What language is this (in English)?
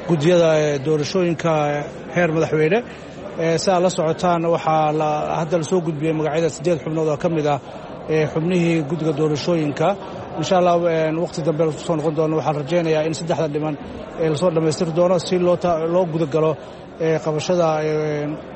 Somali